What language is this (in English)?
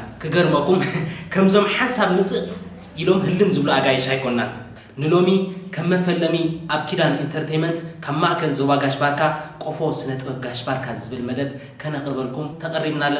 Tigrinya